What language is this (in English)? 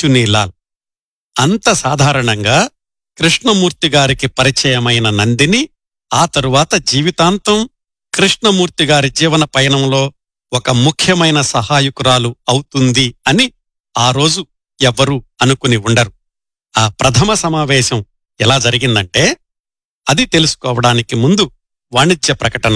Telugu